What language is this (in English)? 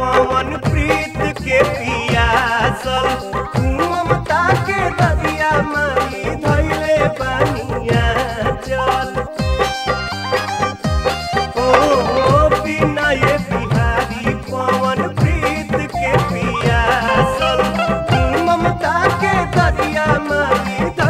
Bhojpuri